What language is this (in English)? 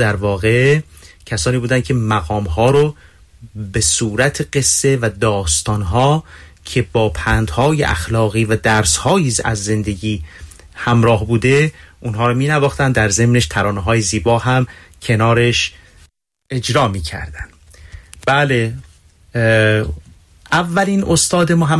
Persian